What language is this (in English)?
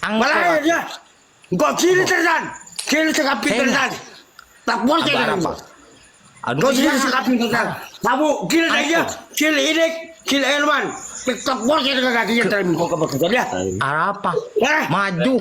Madurese